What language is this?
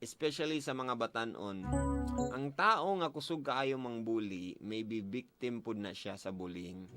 Cebuano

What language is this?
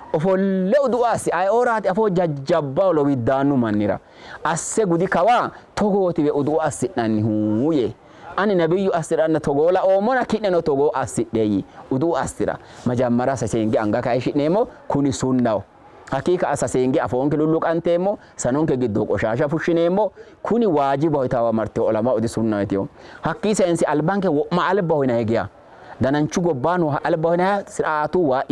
Sidamo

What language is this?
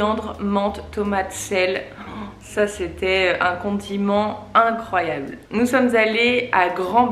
French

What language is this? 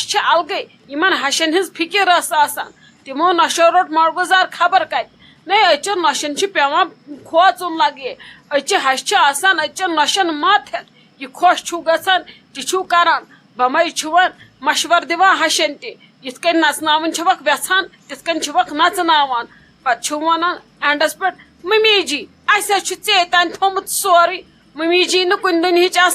Kashmiri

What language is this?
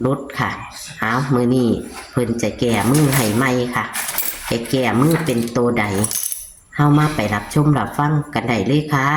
Northeastern Thai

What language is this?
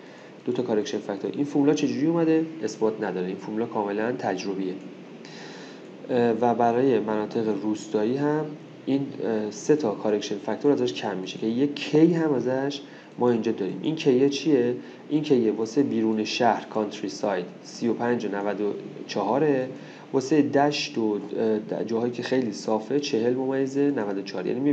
Persian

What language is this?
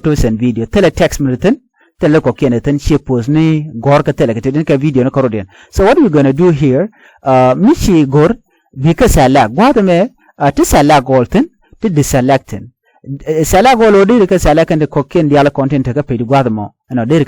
Nuer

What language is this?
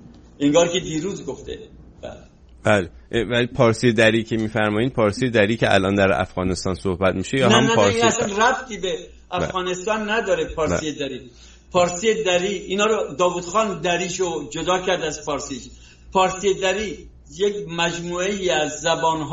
Persian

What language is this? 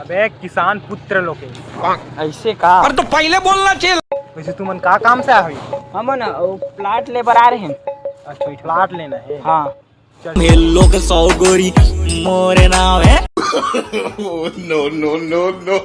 Chhattisgarhi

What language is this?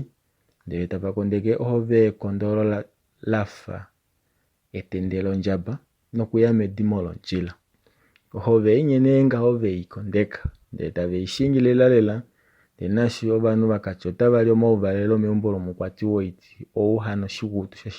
Kuanyama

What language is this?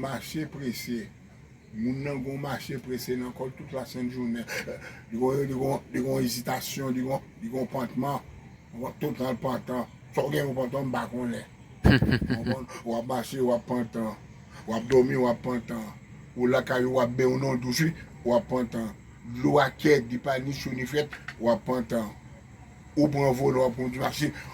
Haitian Creole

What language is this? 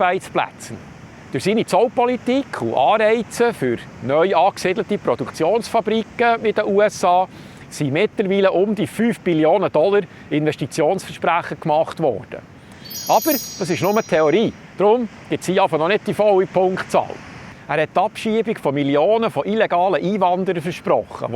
Swiss German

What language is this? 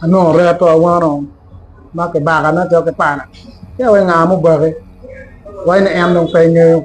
Acoli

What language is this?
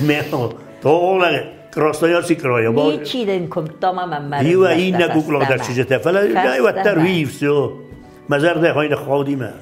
Ossetic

